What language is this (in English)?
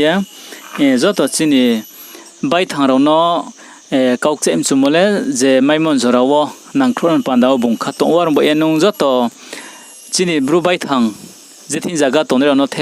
Riang (India)